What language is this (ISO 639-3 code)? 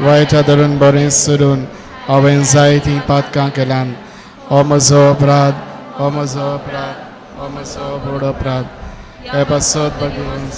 kok